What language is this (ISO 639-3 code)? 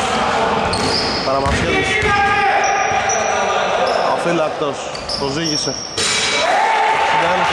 ell